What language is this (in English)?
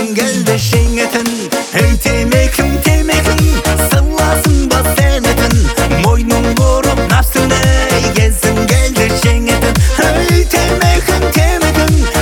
Kazakh